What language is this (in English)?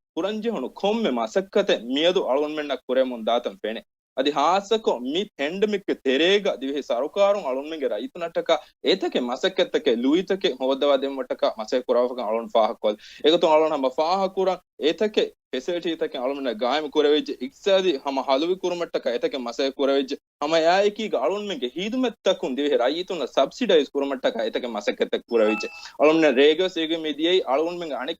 Divehi